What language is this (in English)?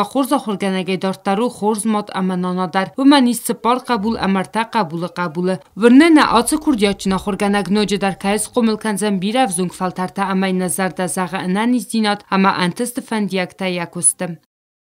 Ossetic